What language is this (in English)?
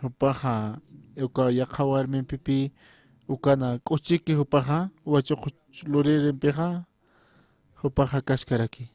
Aymara